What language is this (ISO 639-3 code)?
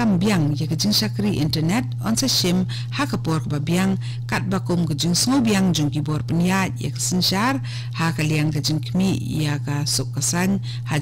kha